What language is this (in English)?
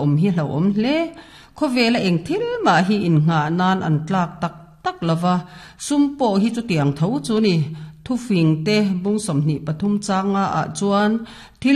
Mizo